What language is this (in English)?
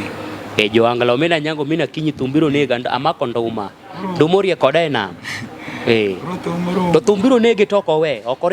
Luo (Kenya and Tanzania)